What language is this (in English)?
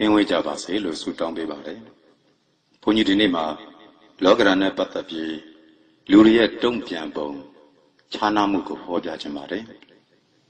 Burmese